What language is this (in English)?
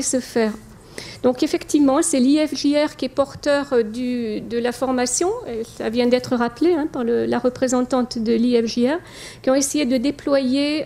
French